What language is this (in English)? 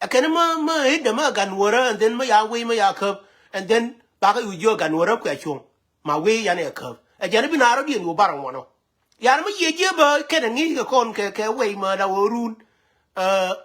Nuer